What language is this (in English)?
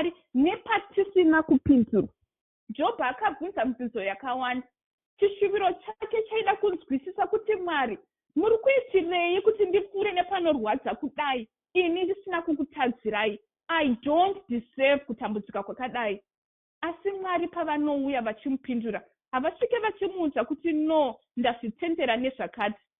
Shona